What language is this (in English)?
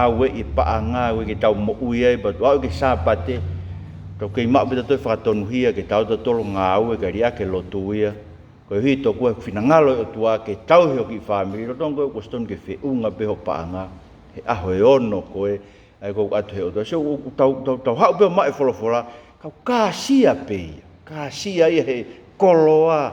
Tongan